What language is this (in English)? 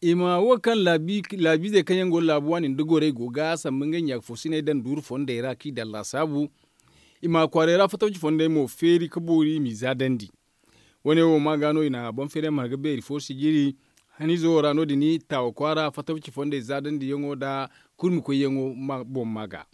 Zarma